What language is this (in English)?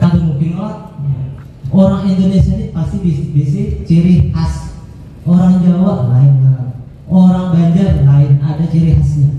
Banjar